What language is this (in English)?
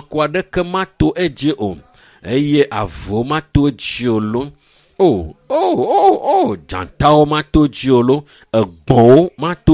Ewe